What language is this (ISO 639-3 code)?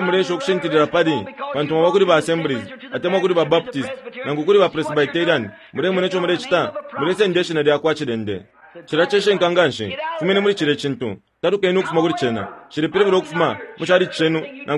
bem